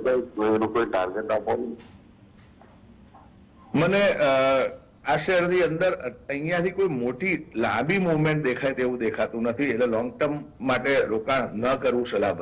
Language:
Gujarati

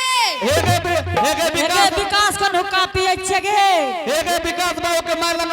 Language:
Angika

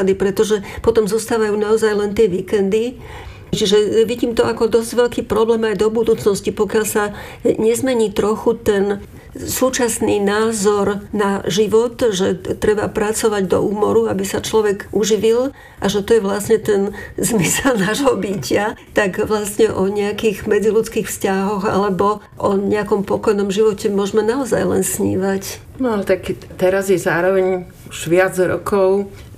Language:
Slovak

